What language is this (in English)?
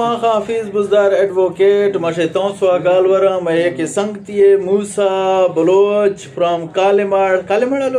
Eastern Balochi